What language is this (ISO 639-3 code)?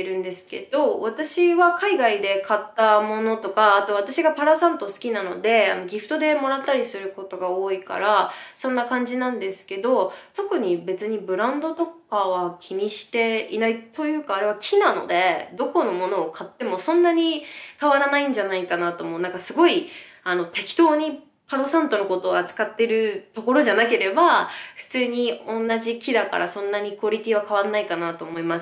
jpn